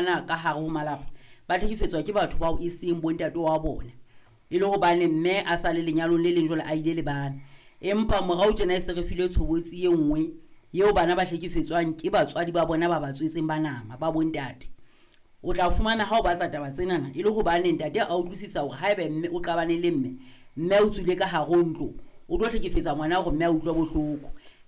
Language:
Southern Sotho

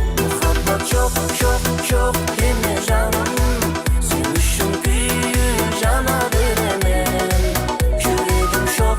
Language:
Kara-Kalpak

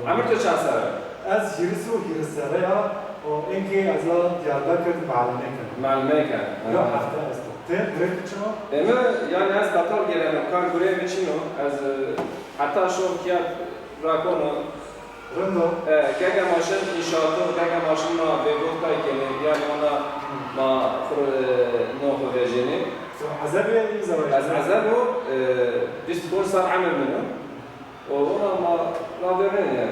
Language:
Zaza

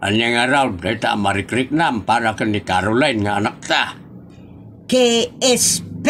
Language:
Iloko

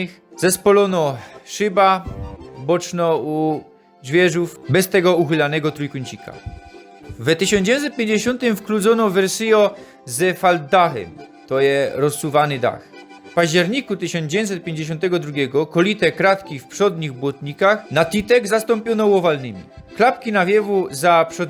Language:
Silesian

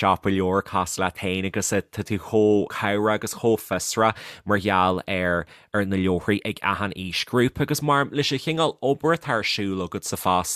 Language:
Irish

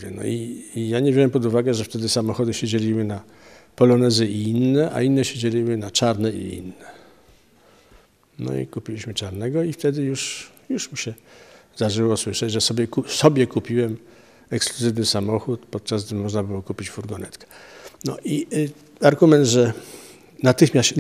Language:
Polish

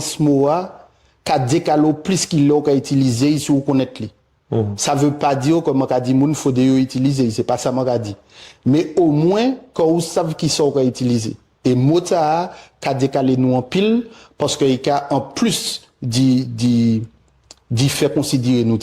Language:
Guadeloupean Creole French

